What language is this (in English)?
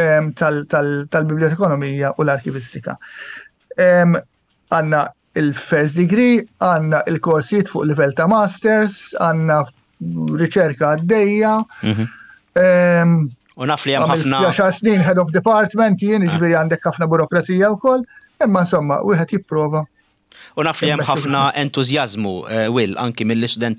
Maltese